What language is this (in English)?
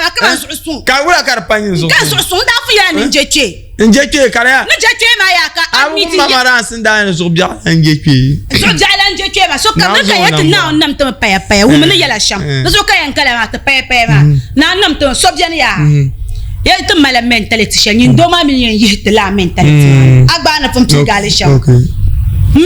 Dagbani